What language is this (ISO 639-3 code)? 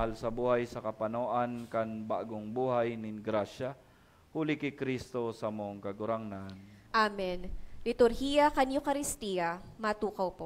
bik